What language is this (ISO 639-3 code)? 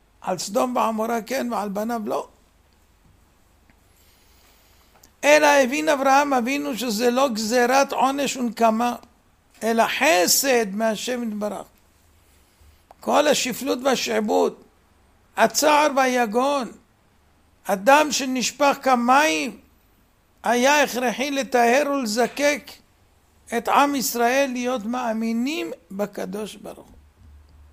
heb